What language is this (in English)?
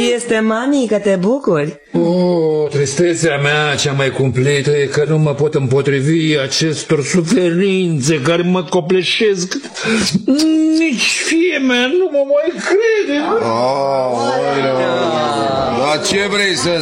Romanian